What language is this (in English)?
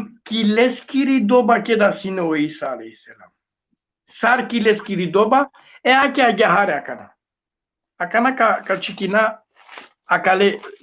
Balkan Romani